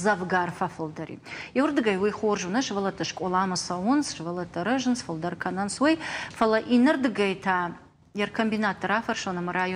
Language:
Ossetic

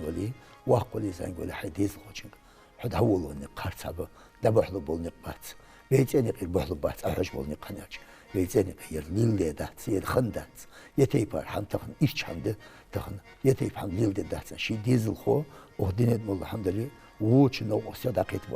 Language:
Ingush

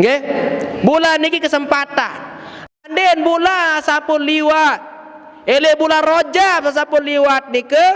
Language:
Sasak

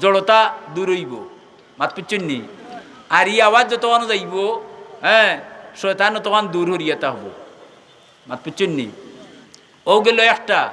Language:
Sylheti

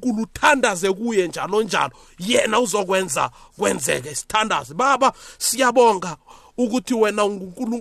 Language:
South Ndebele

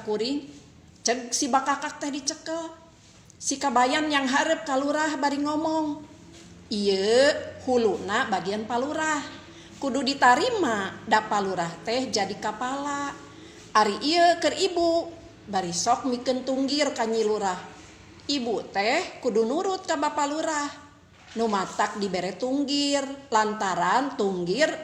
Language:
Sundanese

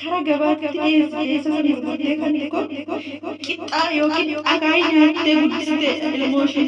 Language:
Oromo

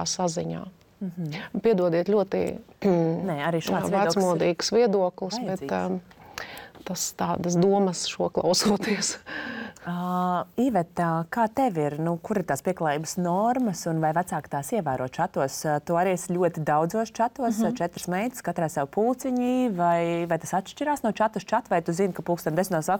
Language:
Latvian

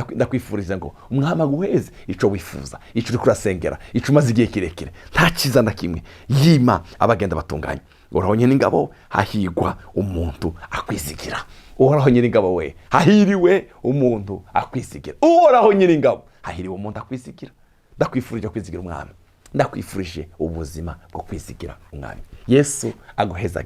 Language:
Rundi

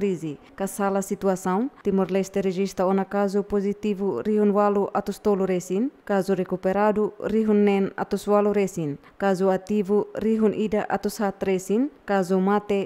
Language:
Tetum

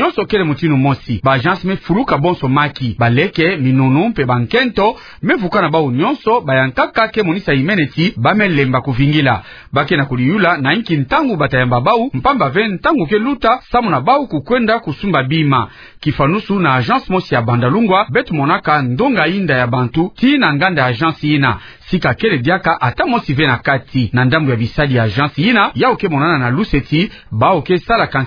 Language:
Kituba (Democratic Republic of Congo)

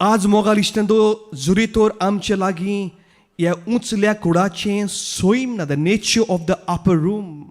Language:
Konkani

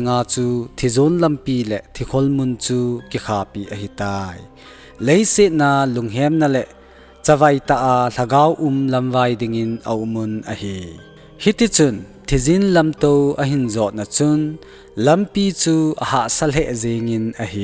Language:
Thado Chin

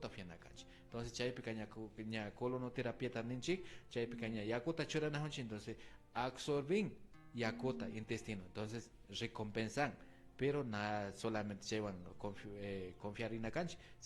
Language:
Imbabura Highland Quichua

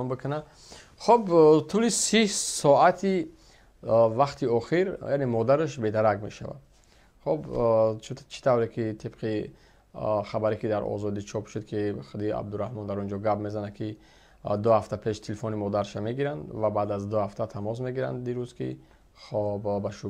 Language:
Tajik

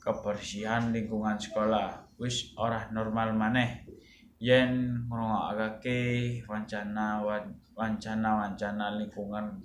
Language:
Javanese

